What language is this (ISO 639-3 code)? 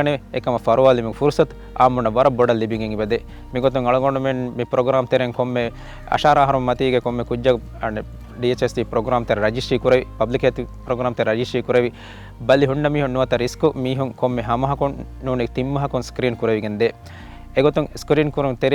div